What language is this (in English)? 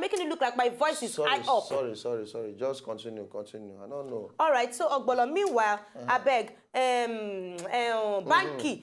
Nigerian Pidgin